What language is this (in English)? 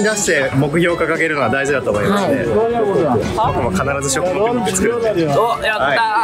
Japanese